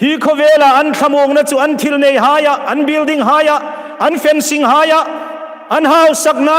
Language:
Hmar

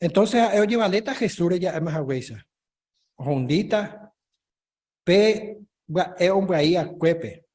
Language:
Guarani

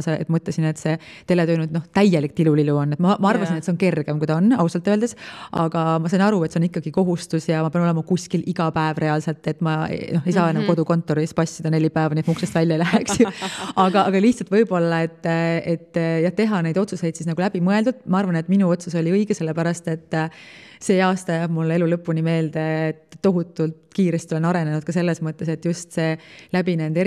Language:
Estonian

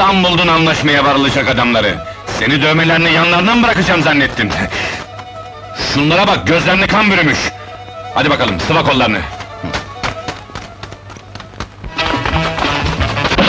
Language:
Turkish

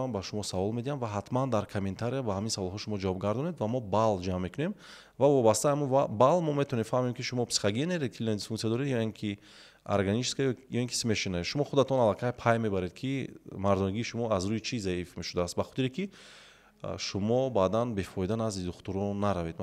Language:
Tajik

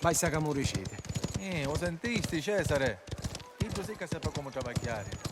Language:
Sicilian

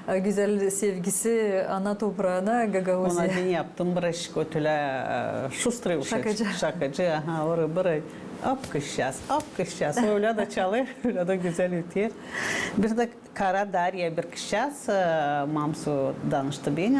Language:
Gagauz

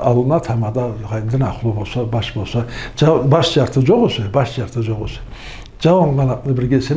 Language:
Karachay-Balkar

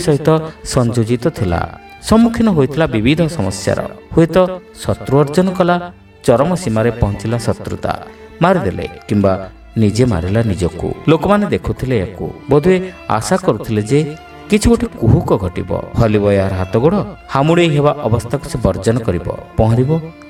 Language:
Odia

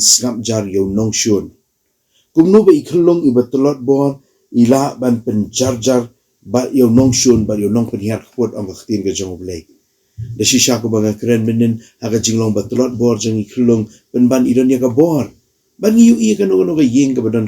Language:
Khasi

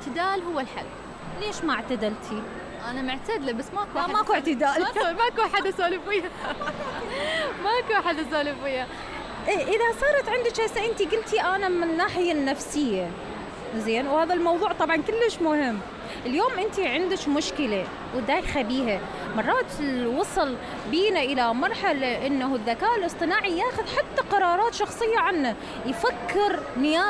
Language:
Mesopotamian Arabic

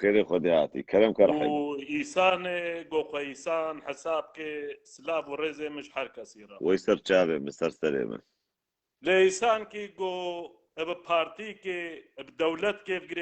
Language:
Kurdish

